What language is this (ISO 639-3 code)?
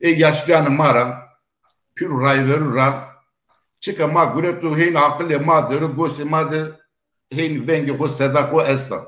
zza